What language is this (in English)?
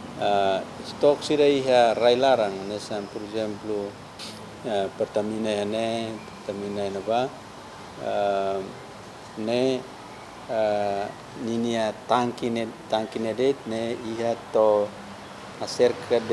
Tetum